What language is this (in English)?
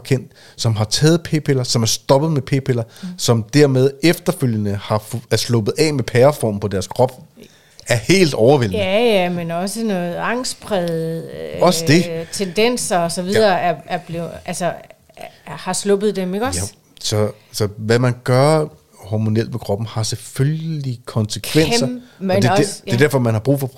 Danish